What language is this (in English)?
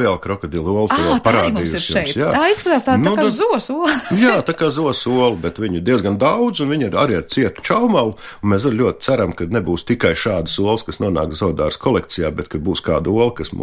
Latvian